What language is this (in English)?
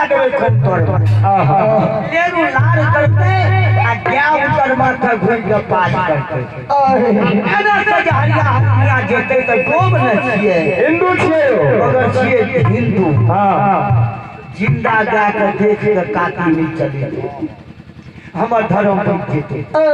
Maithili